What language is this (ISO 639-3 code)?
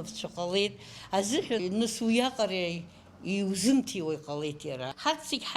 abk